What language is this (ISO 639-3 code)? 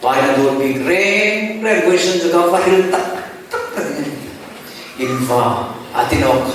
hmr